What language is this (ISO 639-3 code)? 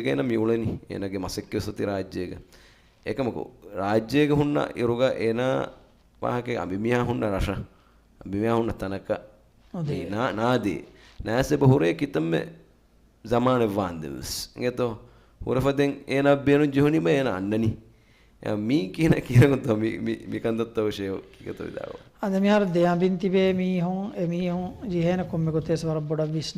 div